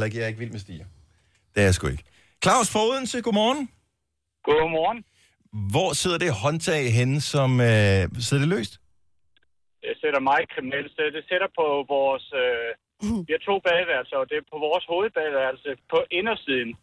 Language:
Danish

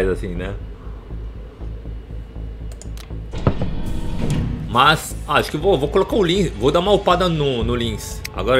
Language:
Portuguese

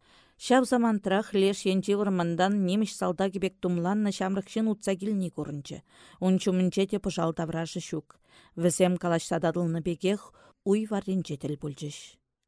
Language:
Chuvash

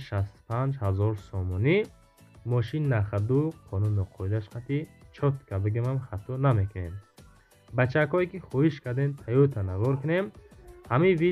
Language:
Tajik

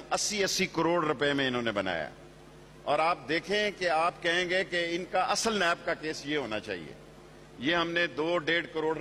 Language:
Urdu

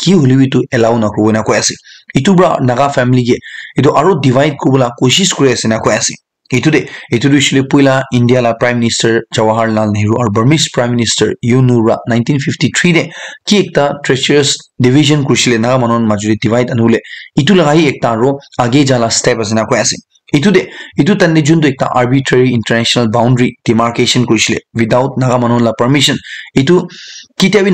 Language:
Naga Pidgin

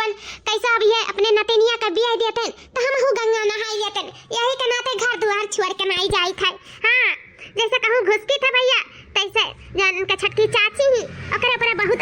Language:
Awadhi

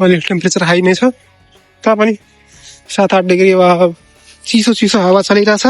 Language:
Nepali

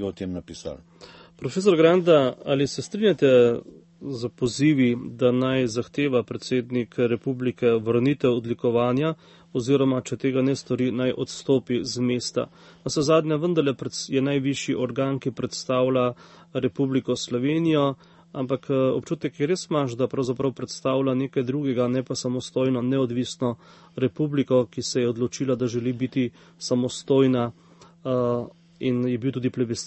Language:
Slovenian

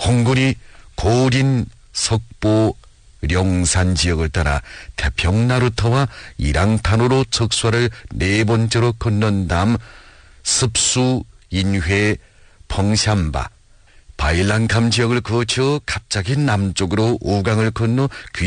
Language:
Korean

